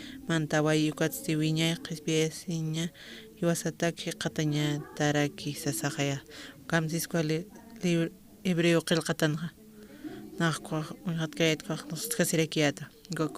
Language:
Aymara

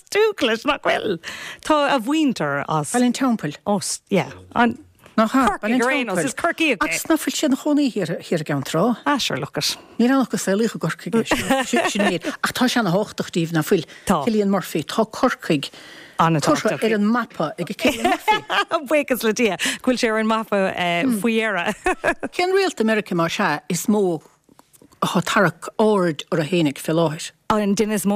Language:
Irish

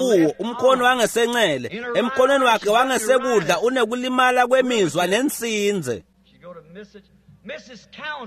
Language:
Swati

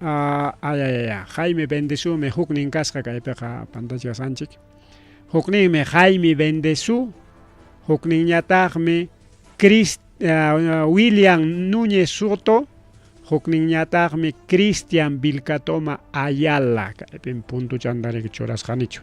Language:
Ayacucho Quechua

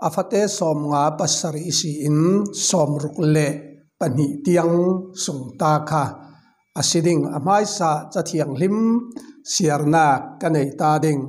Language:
Falam Chin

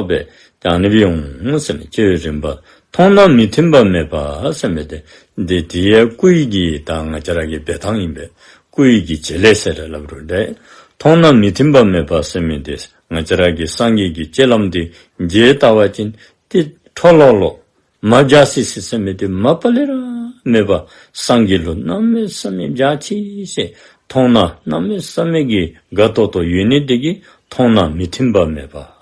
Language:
Dzongkha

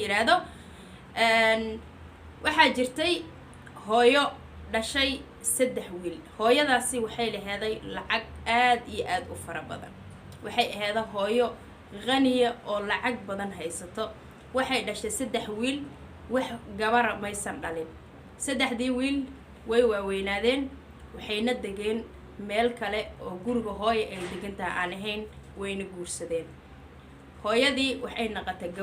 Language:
Somali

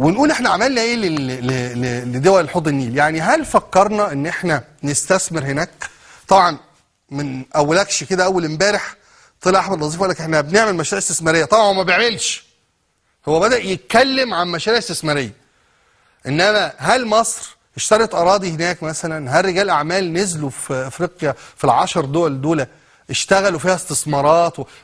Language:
Egyptian Arabic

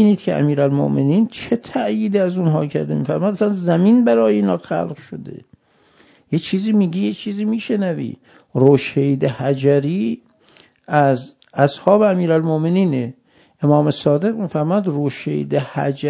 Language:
Persian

